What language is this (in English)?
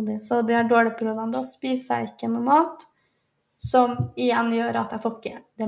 Norwegian